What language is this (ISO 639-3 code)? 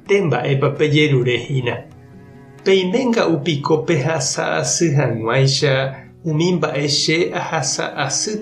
grn